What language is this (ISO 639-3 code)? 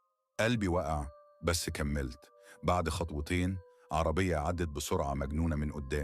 arz